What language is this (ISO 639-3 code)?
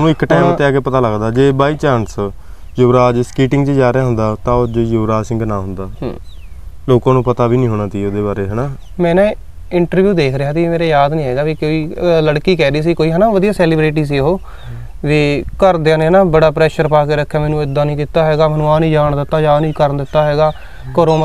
pan